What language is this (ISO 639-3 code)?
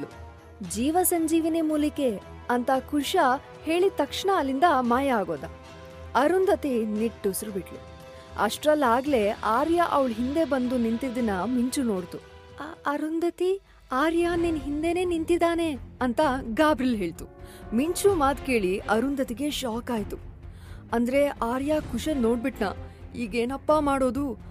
kan